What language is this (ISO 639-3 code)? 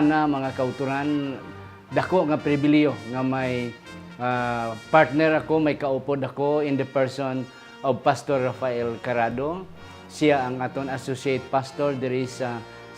hil